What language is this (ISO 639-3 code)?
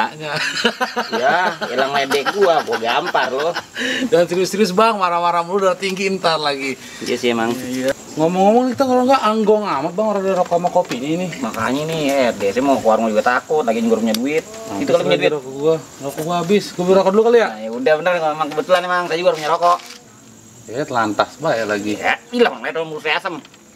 bew